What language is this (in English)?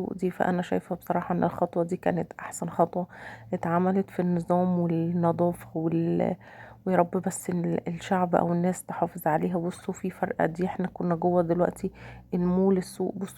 Egyptian Arabic